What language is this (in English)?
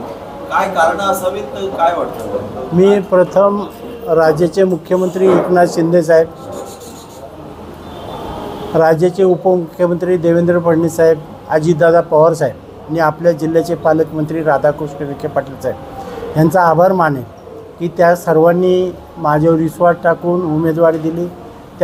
Marathi